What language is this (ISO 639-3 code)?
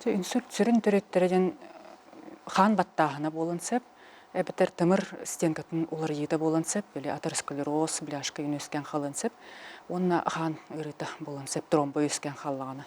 sah